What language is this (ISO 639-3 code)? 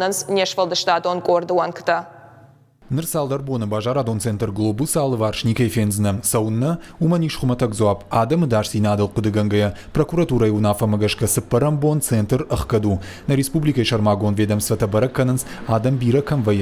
oss